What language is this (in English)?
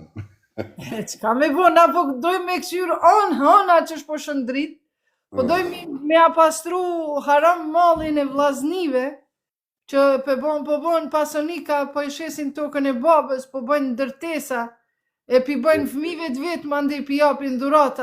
Albanian